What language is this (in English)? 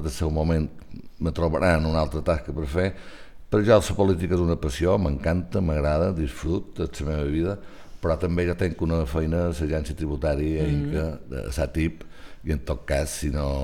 Catalan